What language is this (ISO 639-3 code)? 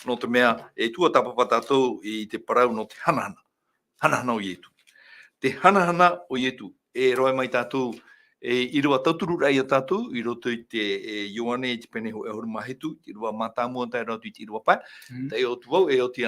tah